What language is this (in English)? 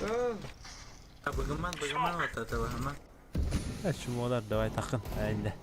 Yakut